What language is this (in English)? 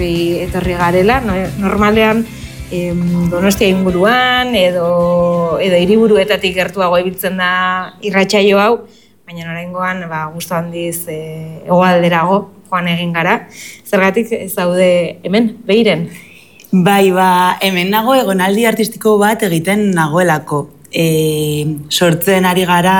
Basque